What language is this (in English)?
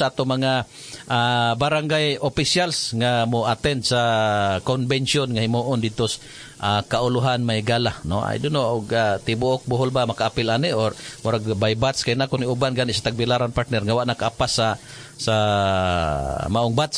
Cebuano